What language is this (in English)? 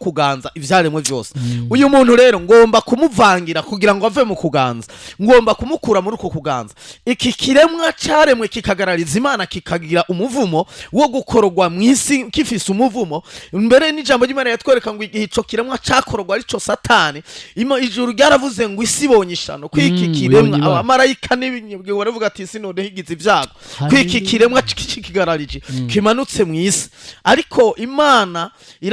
Rundi